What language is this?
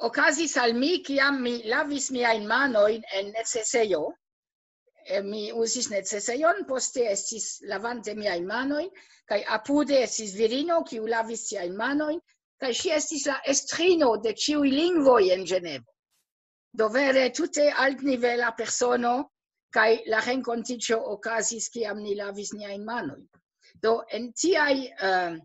Esperanto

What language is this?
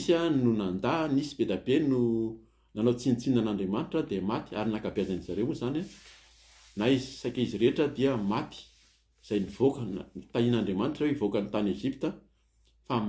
Malagasy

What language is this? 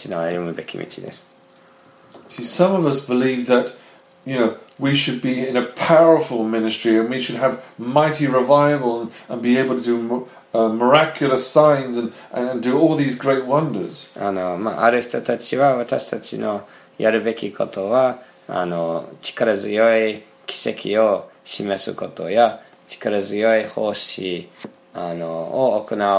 Japanese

